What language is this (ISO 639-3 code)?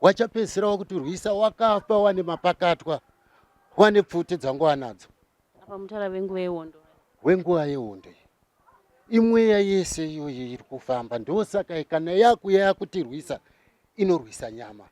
sna